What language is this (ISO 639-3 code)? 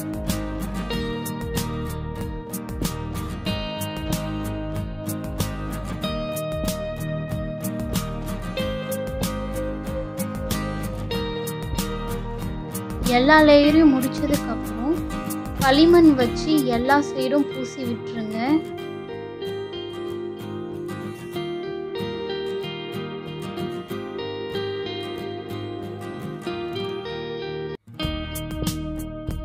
tam